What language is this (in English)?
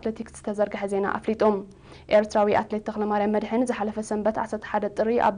Tigrinya